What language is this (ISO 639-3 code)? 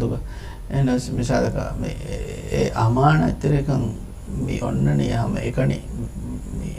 div